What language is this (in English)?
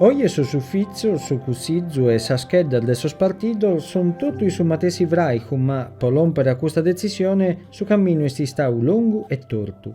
Sardinian